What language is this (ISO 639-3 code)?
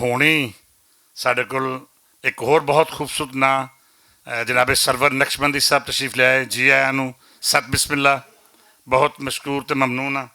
lah